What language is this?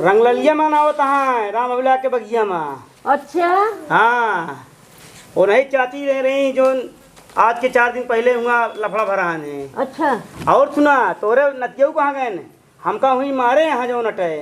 Awadhi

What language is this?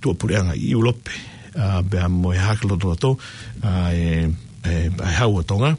Tongan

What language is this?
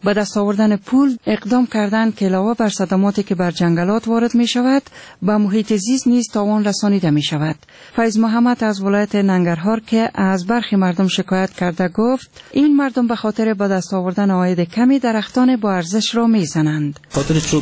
Persian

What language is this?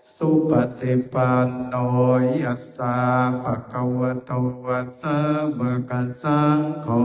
Pali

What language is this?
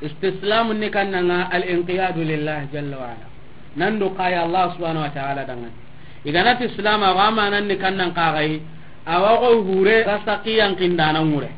Soninke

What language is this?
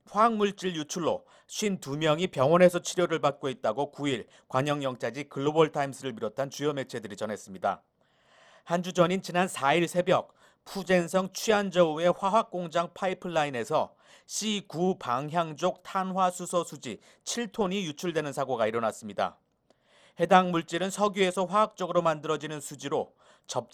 Korean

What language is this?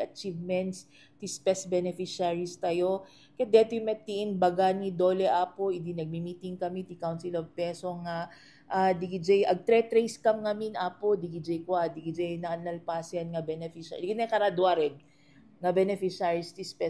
Iloko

